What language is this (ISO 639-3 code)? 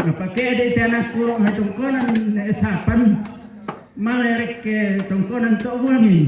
sda